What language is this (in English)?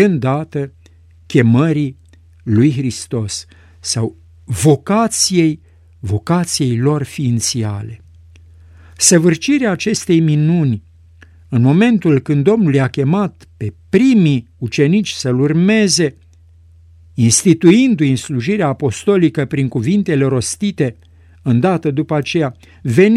Romanian